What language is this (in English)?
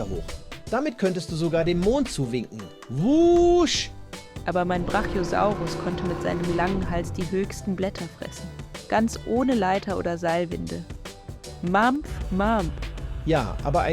Swiss German